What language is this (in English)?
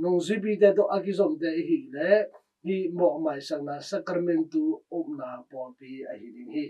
Tedim Chin